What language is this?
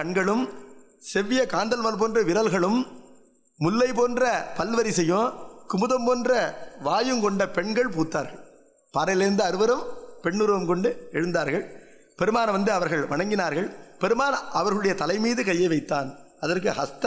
Tamil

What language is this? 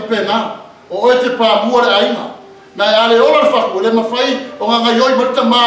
Samoan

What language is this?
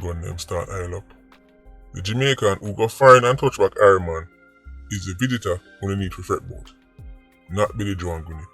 Jamaican Creole English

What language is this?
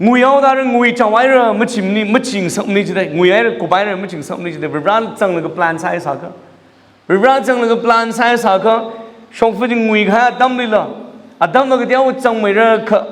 Tangkhul Naga (India)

